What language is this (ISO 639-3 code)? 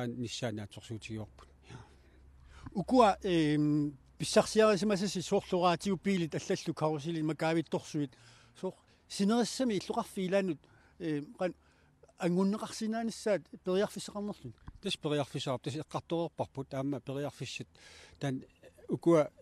kal